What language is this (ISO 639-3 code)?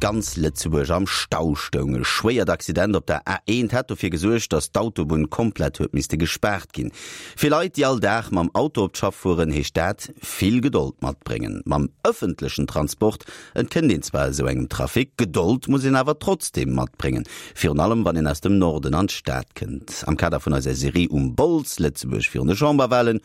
ltz